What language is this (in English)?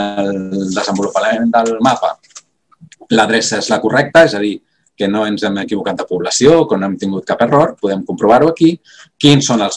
Catalan